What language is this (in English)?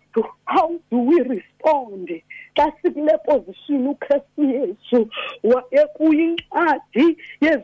Xhosa